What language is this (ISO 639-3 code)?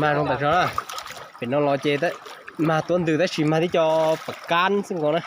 hmn